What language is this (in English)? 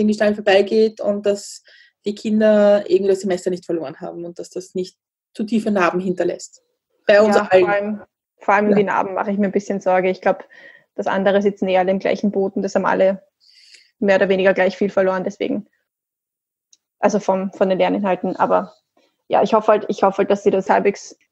German